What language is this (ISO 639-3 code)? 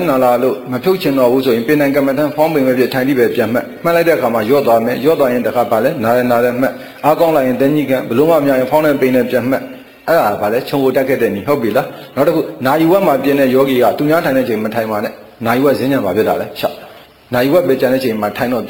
mya